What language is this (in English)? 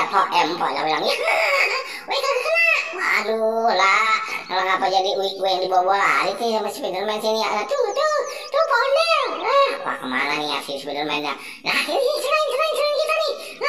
Betawi